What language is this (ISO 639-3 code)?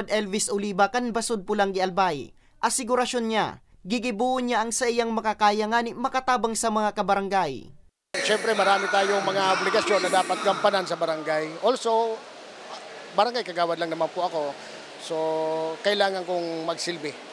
bik